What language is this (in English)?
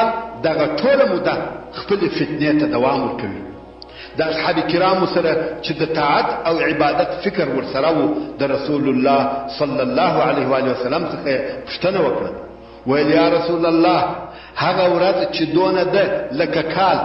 Pashto